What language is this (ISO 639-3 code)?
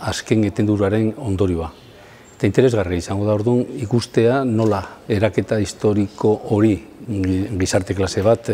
eus